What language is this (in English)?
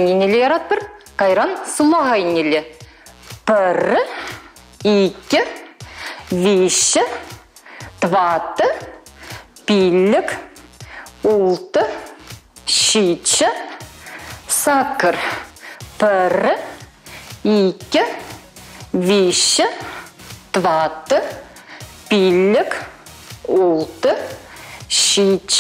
Chuvash